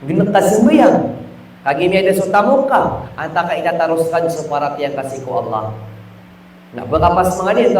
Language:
Maranao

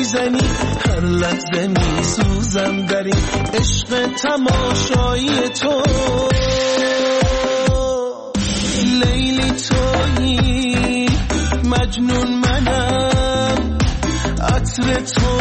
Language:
Persian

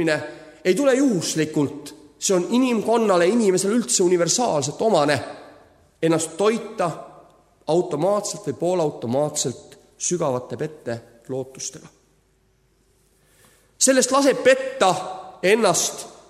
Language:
Estonian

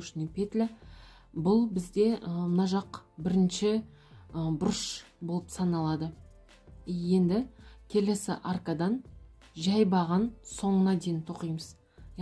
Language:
Kazakh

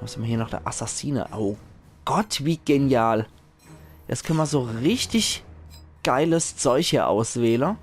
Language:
Palatine German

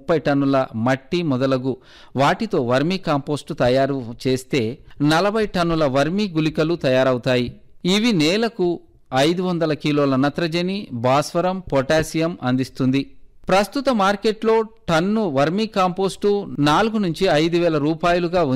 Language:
Telugu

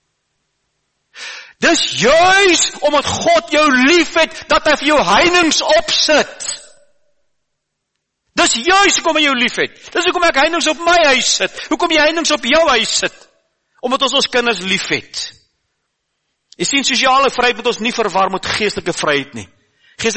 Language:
Afrikaans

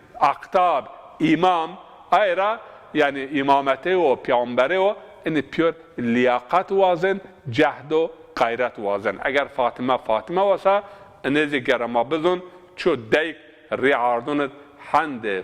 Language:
Zaza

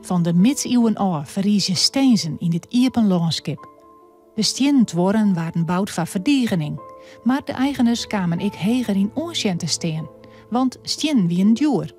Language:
Western Frisian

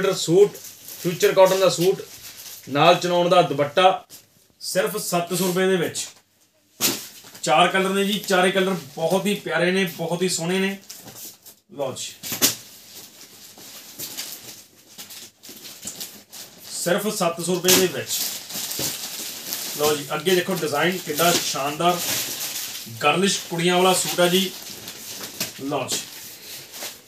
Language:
Punjabi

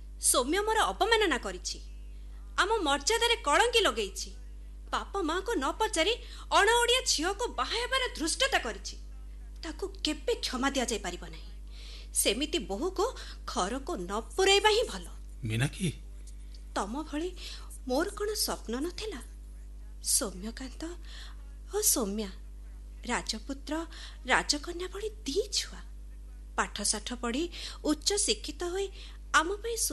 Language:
Odia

